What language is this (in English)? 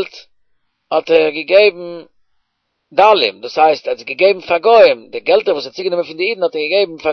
Yiddish